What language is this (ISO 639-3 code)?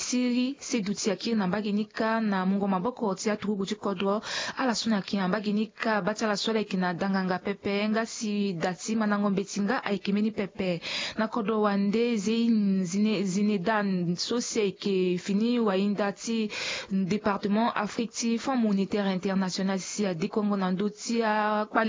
sag